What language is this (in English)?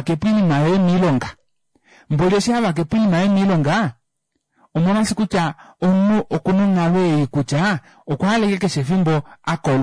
Kuanyama